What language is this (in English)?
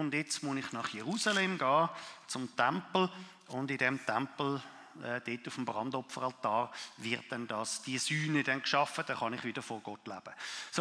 Swiss German